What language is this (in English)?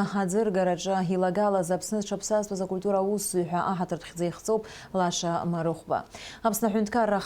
Abkhazian